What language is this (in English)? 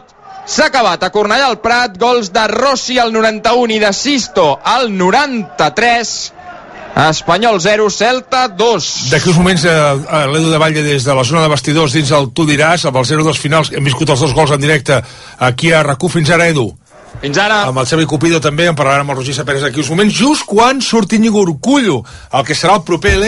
Catalan